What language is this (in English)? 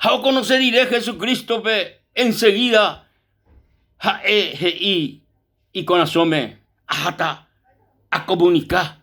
Guarani